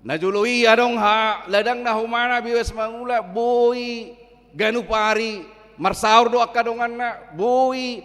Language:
Batak Toba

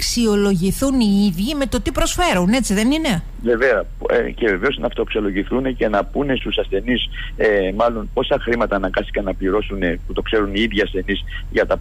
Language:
Greek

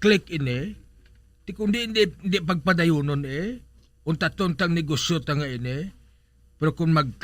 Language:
Hiligaynon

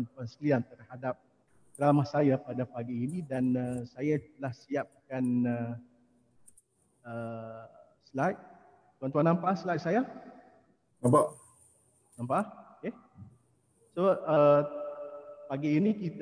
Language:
Malay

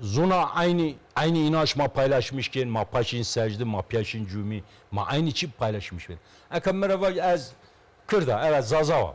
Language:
Zaza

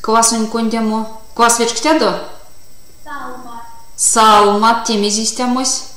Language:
Erzya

